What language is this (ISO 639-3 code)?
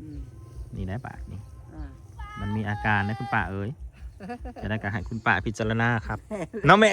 tts